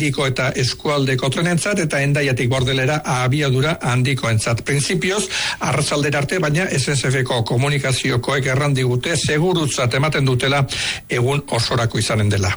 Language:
Basque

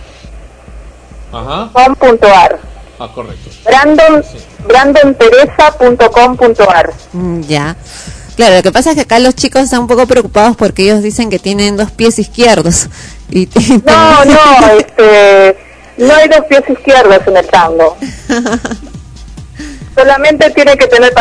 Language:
Spanish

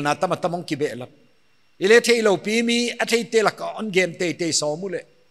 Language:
Paite Chin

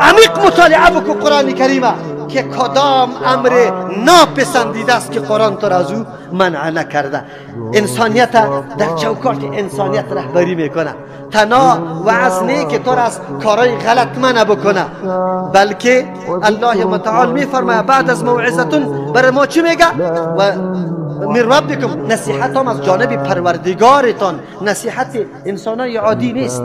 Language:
Persian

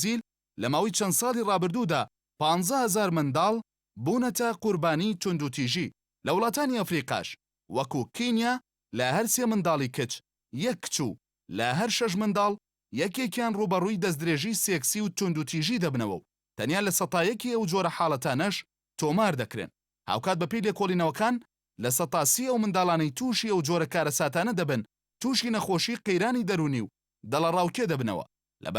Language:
Central Kurdish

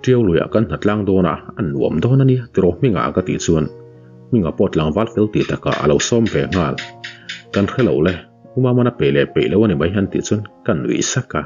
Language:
Mizo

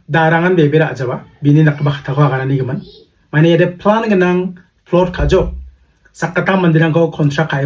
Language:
Garo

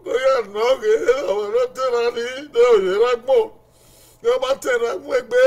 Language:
Bini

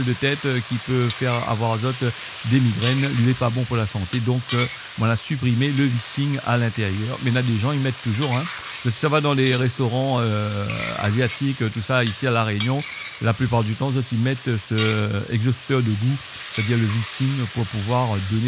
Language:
Réunion Creole French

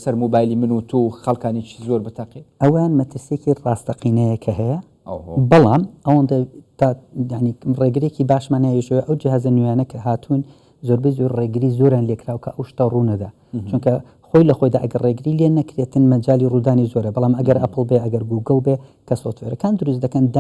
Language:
Central Kurdish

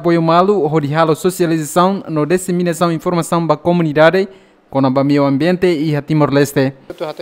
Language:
Tetum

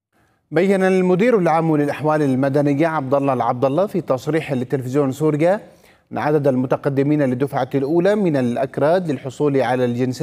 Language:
Arabic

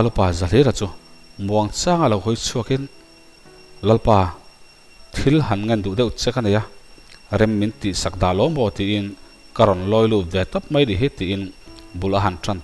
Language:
Mizo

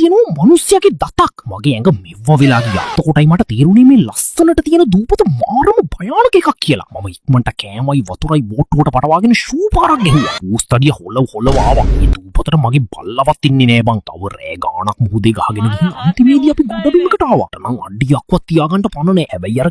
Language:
Sinhala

